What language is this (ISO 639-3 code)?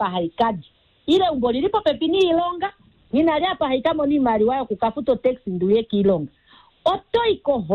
kua